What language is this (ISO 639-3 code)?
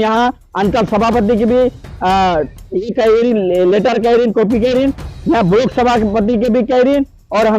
sck